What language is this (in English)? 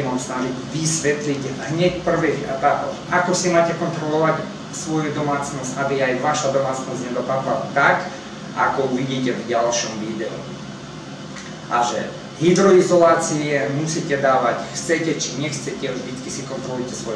Slovak